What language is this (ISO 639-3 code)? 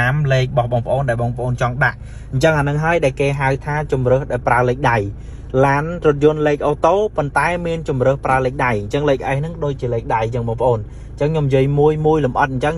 khm